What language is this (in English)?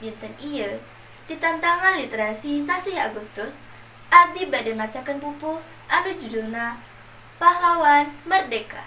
Sundanese